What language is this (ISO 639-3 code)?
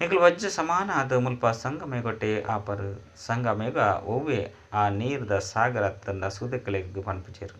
tcy